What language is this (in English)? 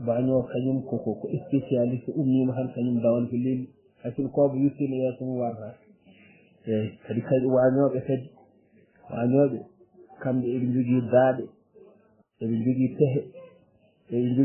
Fula